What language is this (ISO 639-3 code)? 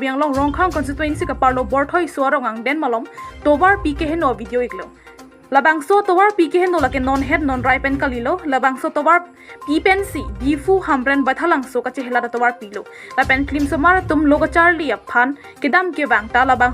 mjw